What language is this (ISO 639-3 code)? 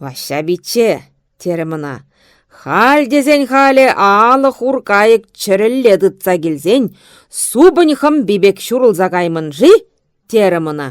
chv